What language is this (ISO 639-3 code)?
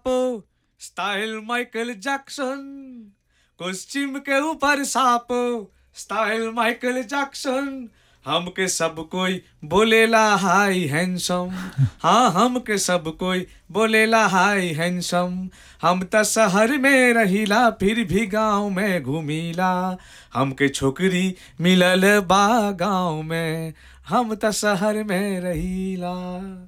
bho